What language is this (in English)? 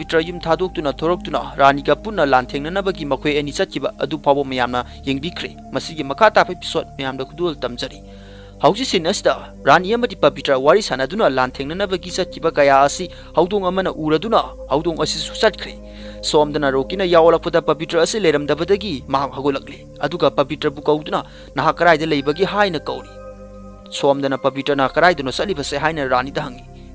Manipuri